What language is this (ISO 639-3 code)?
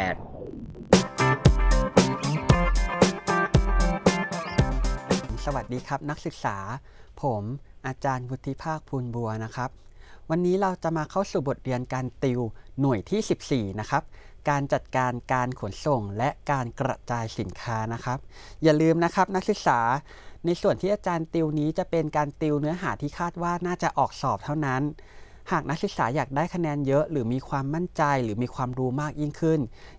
tha